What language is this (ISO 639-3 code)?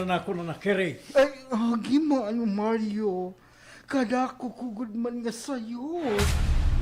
war